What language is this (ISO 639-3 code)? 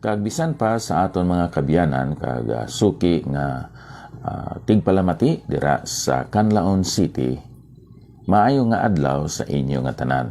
hil